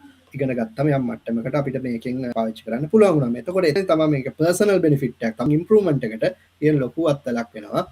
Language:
Sinhala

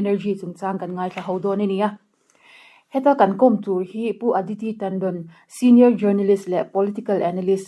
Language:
Mizo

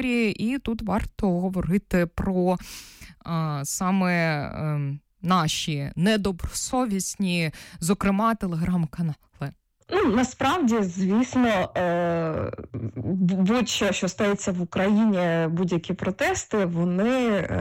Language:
Ukrainian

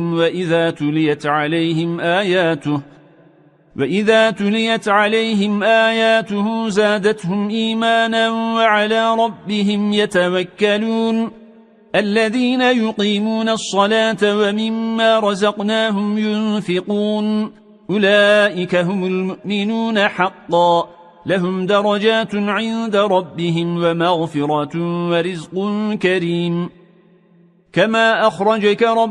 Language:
Arabic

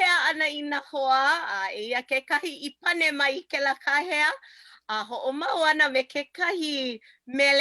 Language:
Hawaiian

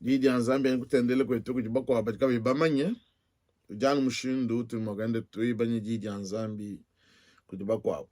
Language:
Luba-Lulua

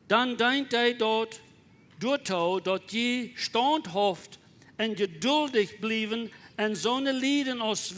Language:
Plautdietsch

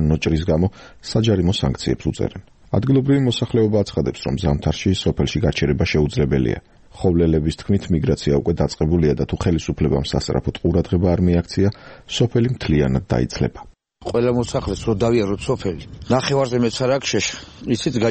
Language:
Georgian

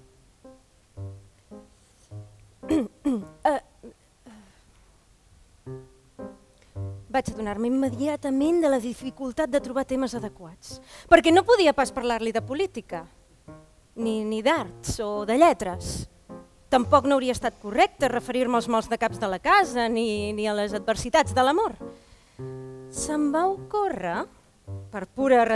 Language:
Catalan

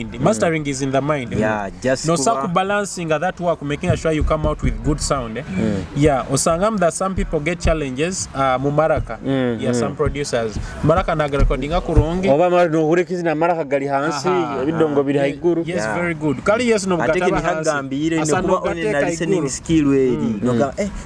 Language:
Nyoro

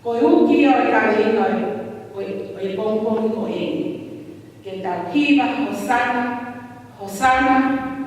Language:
Tongan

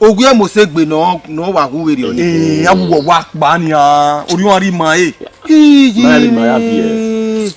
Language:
Bini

